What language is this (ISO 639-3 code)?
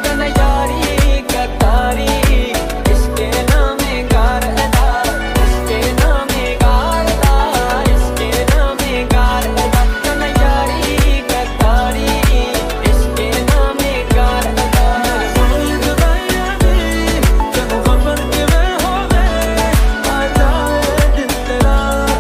pan